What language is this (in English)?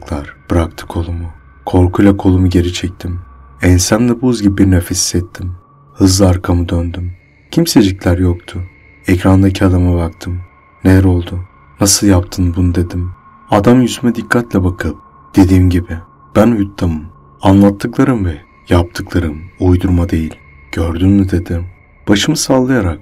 Turkish